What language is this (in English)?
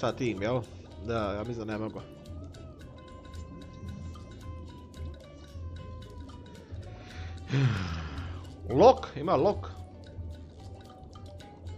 Croatian